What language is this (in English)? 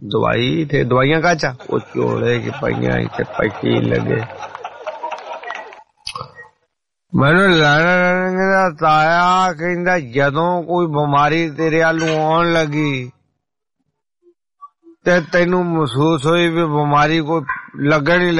Punjabi